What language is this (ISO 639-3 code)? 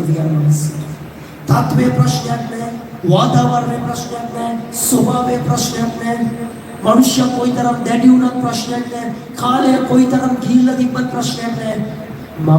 sin